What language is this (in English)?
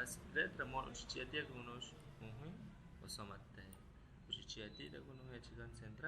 Aguaruna